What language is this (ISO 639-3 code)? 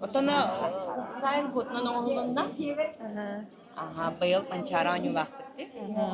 sah